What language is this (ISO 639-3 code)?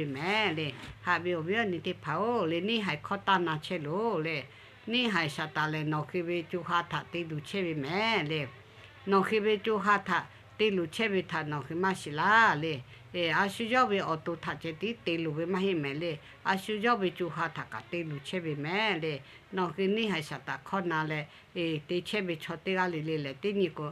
lhu